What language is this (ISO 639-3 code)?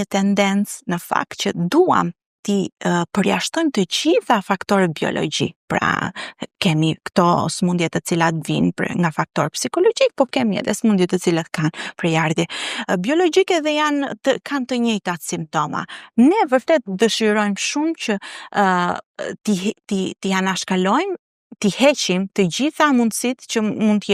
sqi